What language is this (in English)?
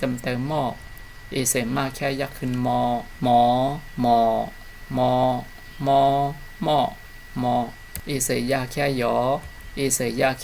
Shan